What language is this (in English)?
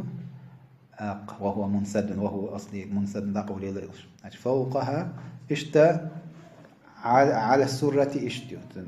Chechen